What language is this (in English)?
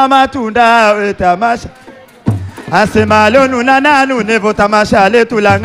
Swahili